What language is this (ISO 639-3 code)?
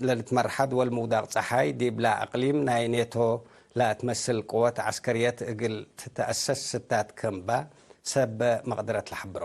tig